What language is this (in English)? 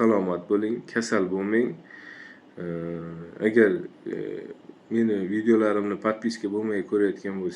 Uzbek